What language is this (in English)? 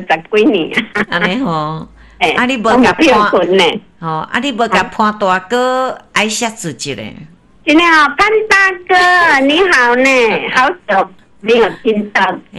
Min Nan Chinese